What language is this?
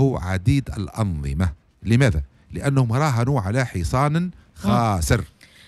Tunisian Arabic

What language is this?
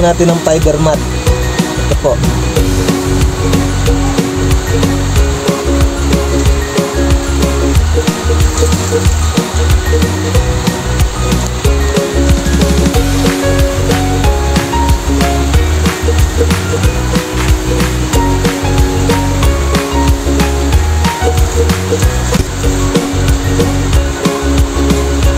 Filipino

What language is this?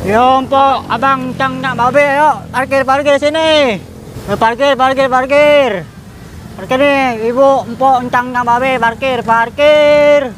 Betawi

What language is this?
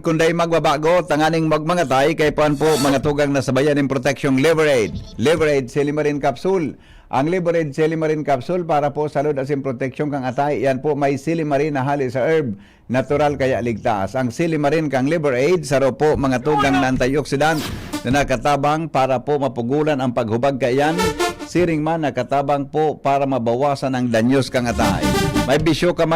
Bikol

